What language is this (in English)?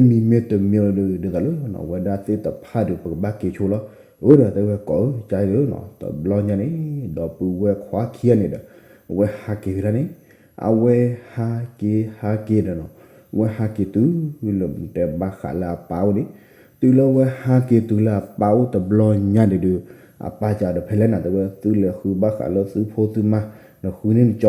S'gaw Karen